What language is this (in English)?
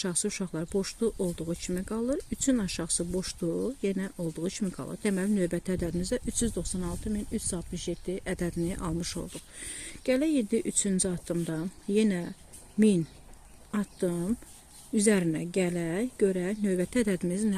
Azerbaijani